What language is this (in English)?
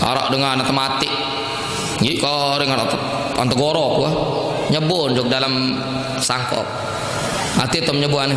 Sasak